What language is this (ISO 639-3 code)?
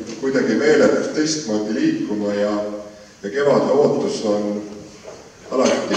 est